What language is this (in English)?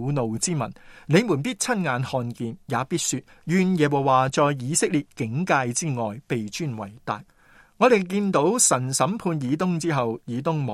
Cantonese